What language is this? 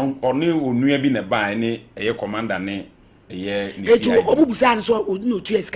Akan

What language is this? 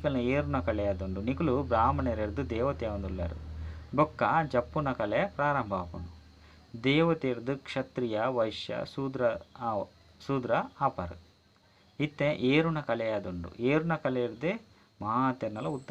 Tulu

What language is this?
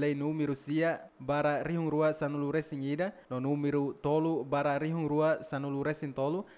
Tetum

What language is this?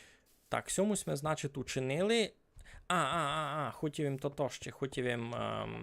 Rusyn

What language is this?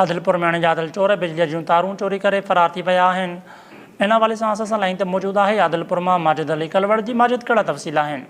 Sindhi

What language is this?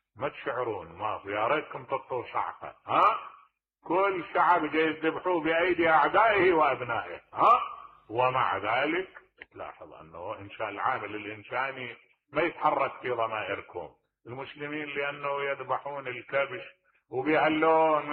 Mesopotamian Arabic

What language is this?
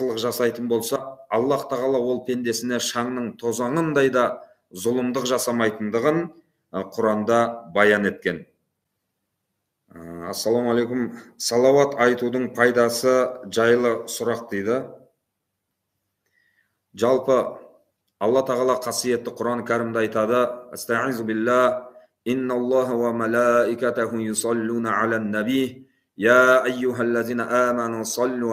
Kazakh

